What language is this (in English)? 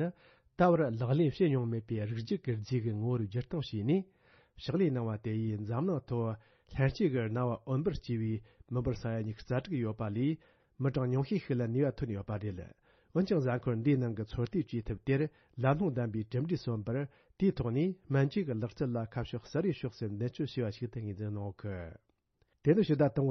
Tibetan